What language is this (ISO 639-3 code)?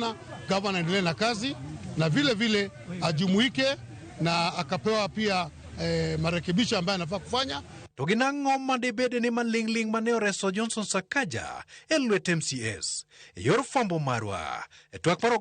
luo